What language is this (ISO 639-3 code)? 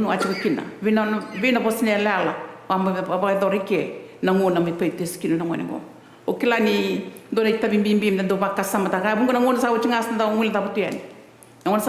fij